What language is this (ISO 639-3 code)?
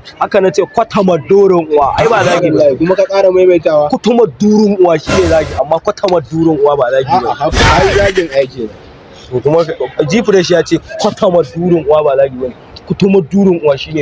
hau